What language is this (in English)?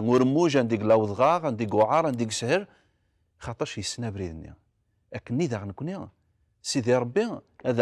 Kabyle